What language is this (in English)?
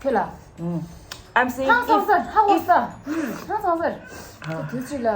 Tibetan